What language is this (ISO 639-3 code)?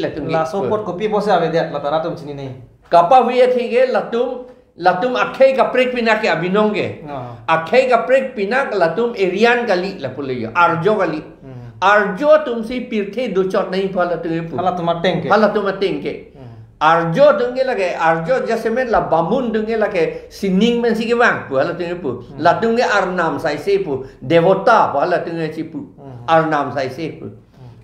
mjw